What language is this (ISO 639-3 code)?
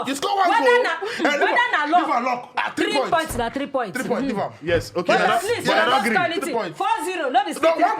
pcm